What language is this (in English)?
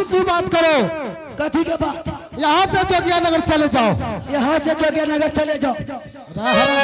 Angika